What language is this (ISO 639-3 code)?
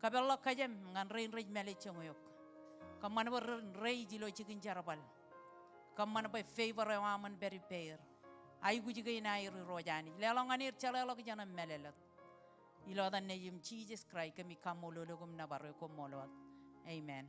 mah